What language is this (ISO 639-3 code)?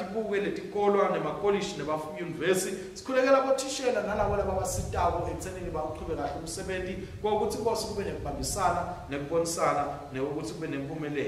ssw